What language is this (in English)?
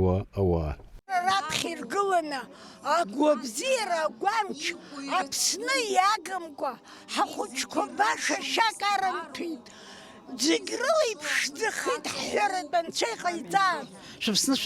Abkhazian